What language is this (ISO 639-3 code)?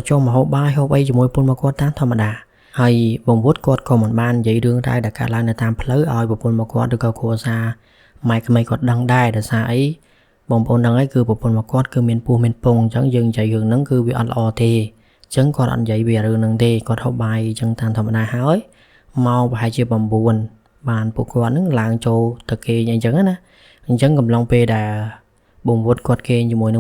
khm